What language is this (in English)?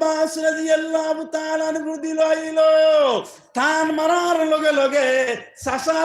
Sylheti